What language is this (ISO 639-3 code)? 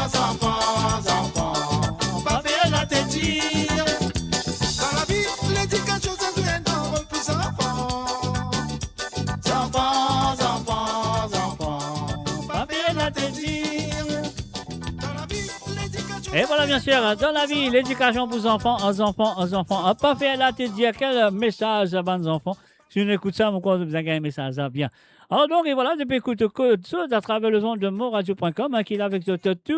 mfe